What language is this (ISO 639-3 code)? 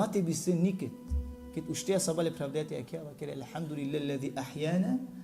rmn